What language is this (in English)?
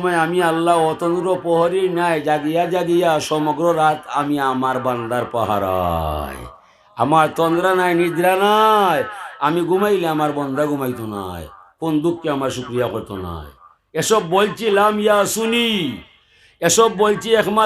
Sylheti